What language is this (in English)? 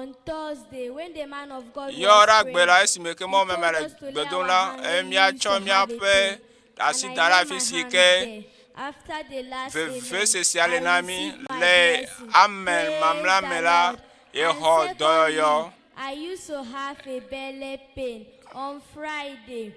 Ewe